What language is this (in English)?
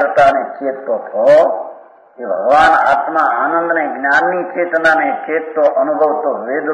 Gujarati